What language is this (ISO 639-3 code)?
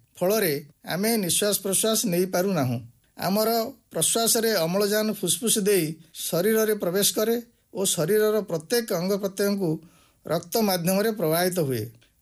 ori